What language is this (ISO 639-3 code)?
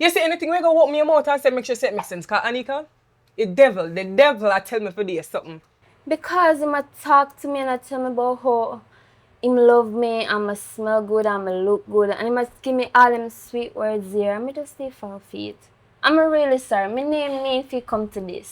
jam